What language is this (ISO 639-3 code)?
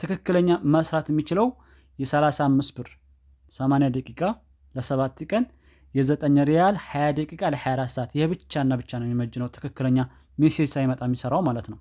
amh